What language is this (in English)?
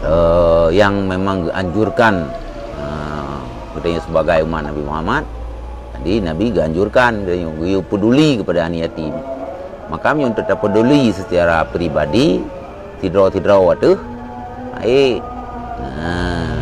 Achinese